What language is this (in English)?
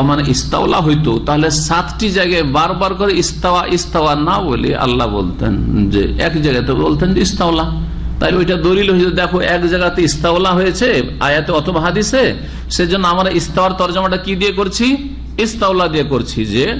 Bangla